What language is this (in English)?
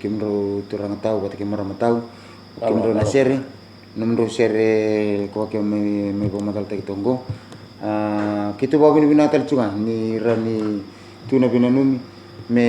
Fijian